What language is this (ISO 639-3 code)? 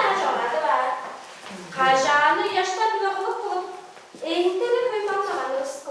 tyv